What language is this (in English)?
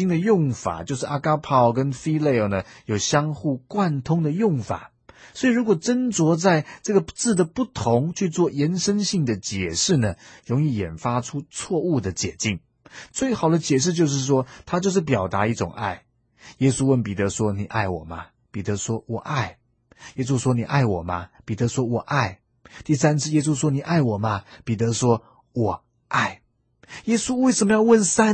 Chinese